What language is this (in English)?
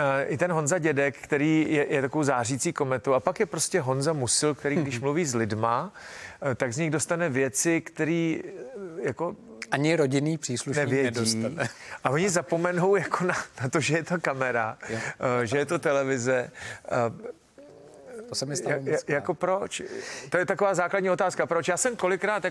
Czech